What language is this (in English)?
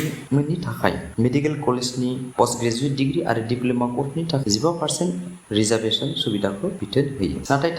Bodo